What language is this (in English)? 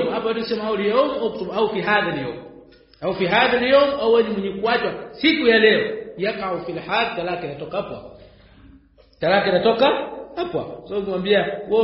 Swahili